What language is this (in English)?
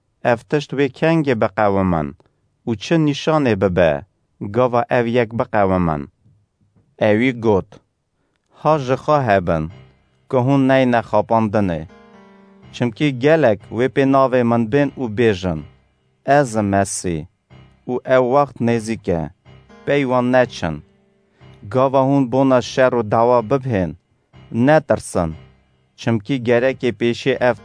Kurdish